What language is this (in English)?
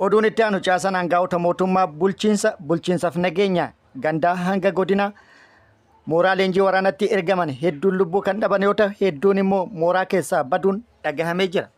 Oromo